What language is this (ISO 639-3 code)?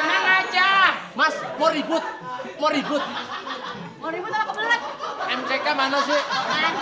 bew